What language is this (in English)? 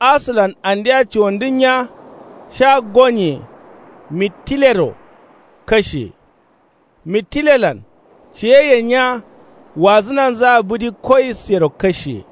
Kanuri